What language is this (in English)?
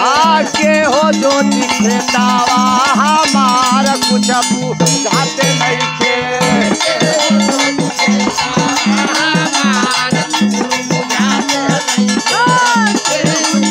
Bhojpuri